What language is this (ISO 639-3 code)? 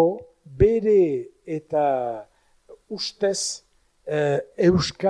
eus